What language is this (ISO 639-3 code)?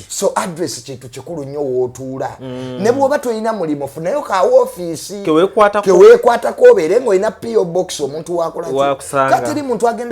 lug